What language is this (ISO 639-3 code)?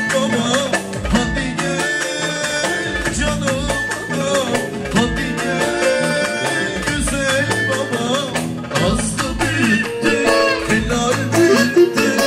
tur